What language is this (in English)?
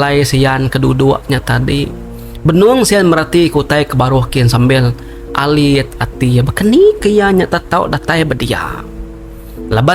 Iban